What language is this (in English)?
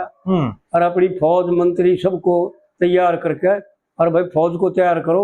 Haryanvi